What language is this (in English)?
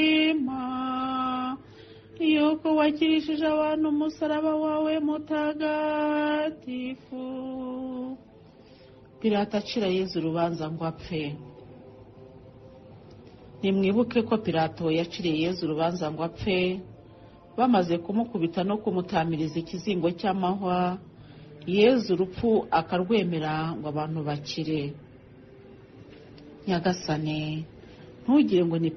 Kinyarwanda